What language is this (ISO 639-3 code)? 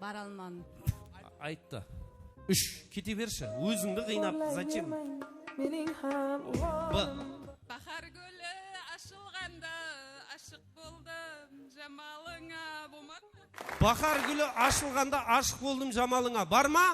kaa